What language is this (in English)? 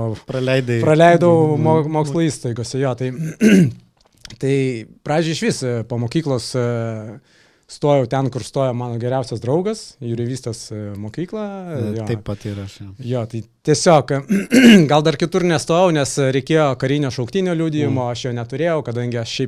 Lithuanian